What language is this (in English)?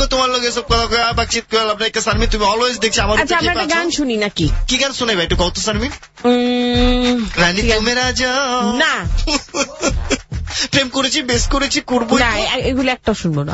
Bangla